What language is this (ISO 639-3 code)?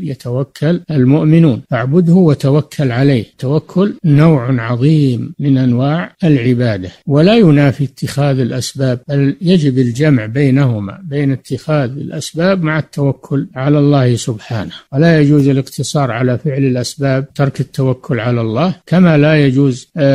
ara